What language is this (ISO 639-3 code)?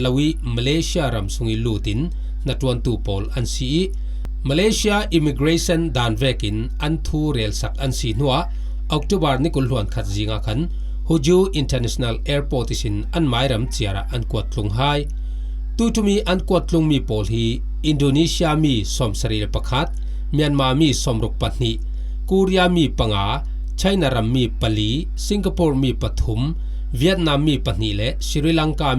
cfm